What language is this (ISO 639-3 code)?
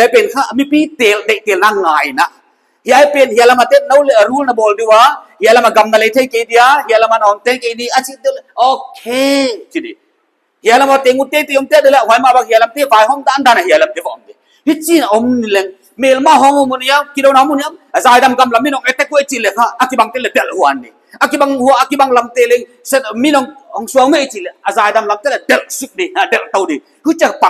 pck